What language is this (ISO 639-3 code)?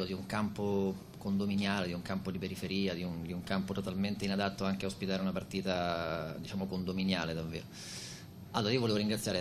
ita